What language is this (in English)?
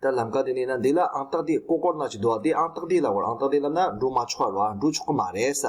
Tibetan